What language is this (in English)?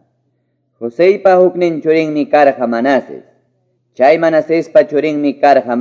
Quechua